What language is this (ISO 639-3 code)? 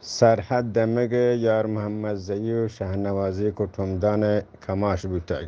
bgp